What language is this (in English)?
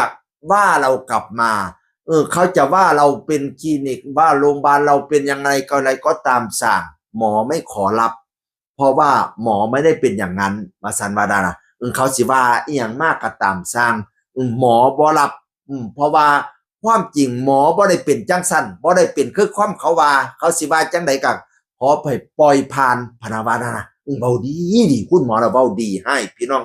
Northeastern Thai